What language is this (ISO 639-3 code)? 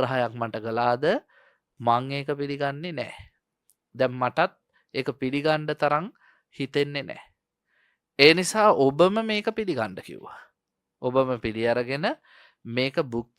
sin